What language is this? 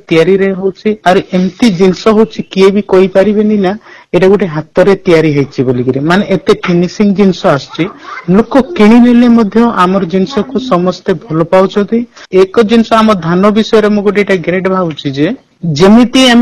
Odia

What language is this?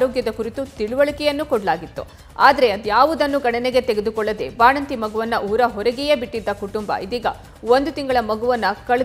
Kannada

